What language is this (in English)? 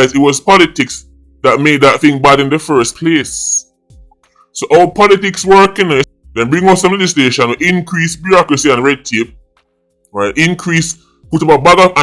Jamaican Creole English